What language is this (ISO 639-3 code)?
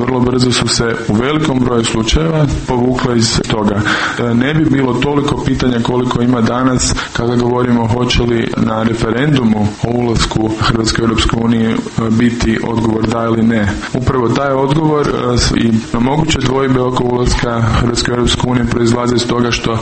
hrv